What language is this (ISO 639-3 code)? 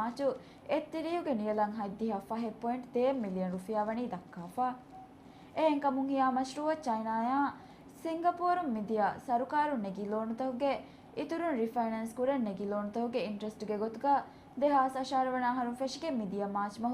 div